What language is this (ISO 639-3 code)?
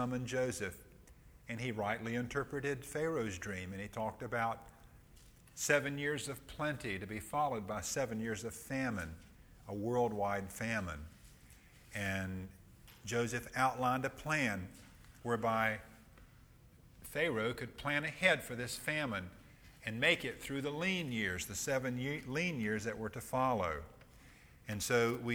eng